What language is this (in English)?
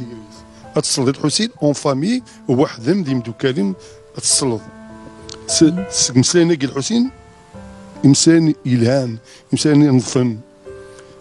Kabyle